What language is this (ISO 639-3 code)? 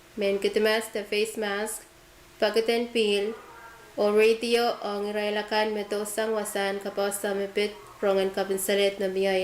pon